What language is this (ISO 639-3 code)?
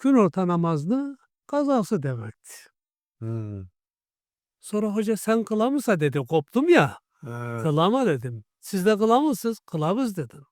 krc